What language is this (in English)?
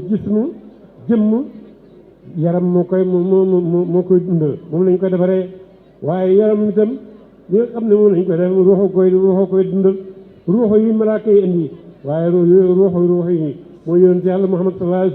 Wolof